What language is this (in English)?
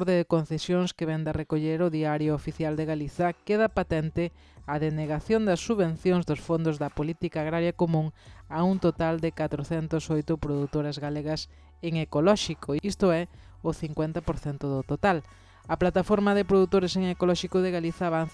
Galician